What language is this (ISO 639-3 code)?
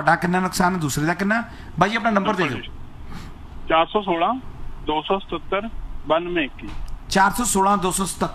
pan